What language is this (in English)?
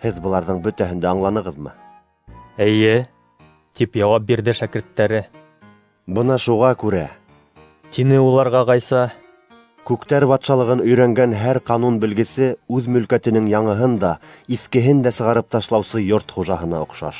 Bashkir